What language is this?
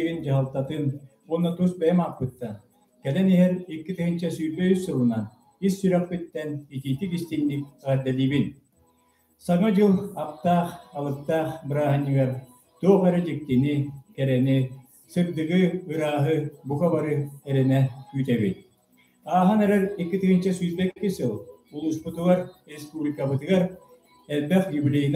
Yakut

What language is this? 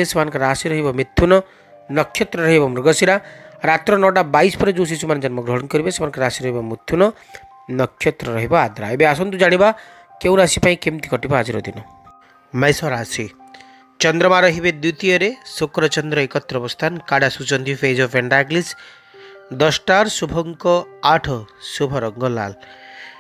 Odia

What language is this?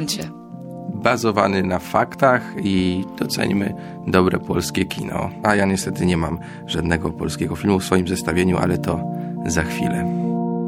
Polish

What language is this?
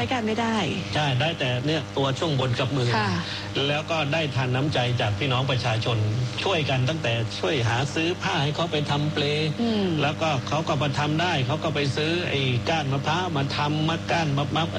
Thai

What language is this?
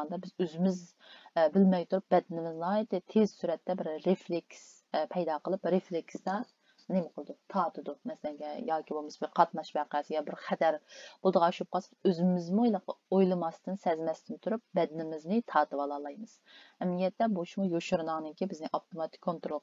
Uyghur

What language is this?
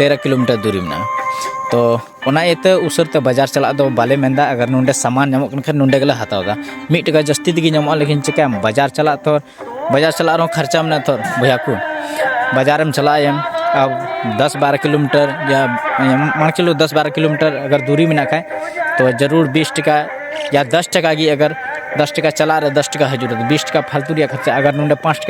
Santali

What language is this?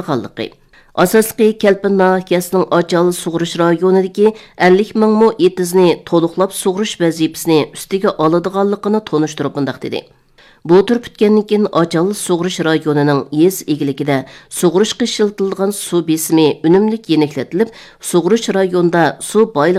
Uyghur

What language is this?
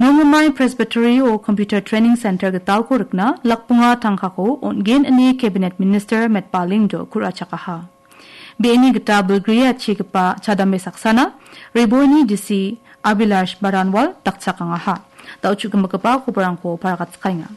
Garo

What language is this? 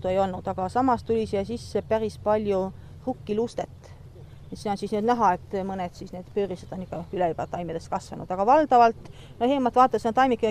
Estonian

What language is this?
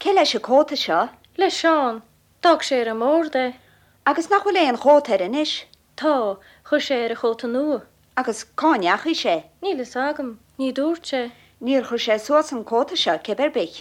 Irish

